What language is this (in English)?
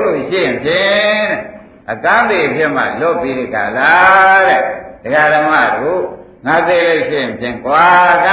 Burmese